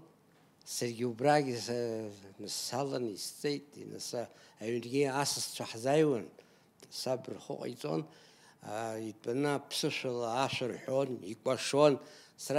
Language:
Abkhazian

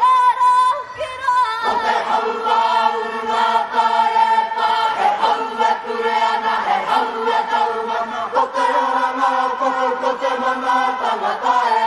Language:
Māori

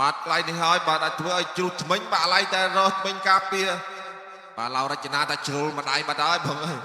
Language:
Khmer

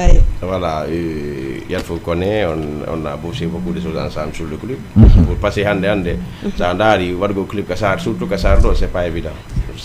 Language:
Fula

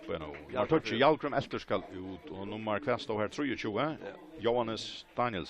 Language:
Faroese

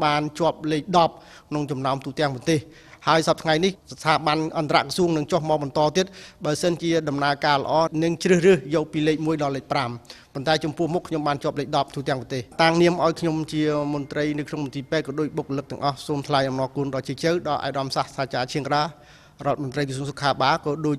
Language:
Khmer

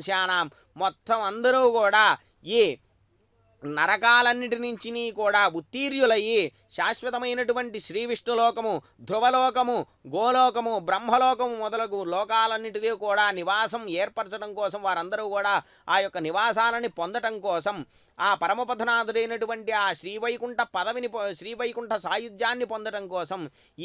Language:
Telugu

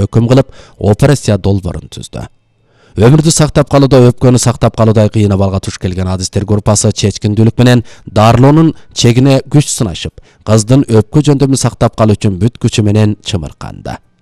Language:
Kyrgyz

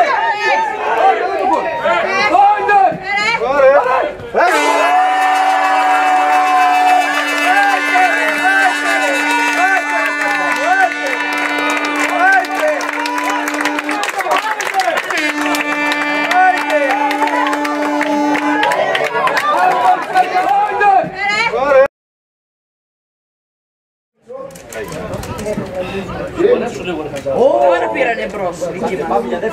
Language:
Greek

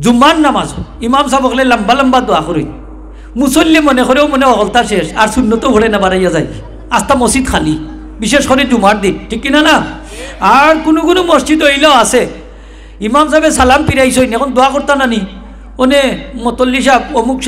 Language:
Sylheti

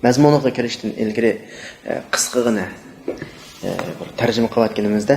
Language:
Uyghur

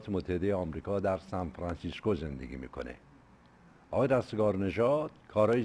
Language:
Persian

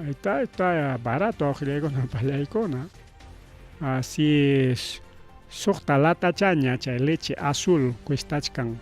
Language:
Ayacucho Quechua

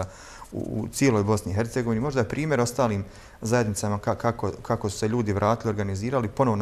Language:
Bosnian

